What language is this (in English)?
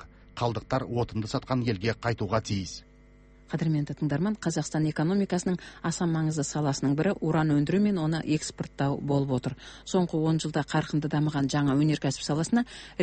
Kazakh